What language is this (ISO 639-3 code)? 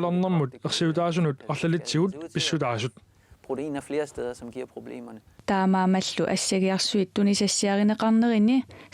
kal